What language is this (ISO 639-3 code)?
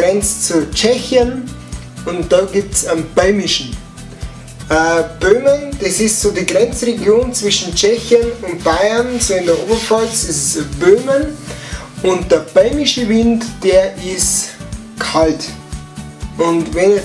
bar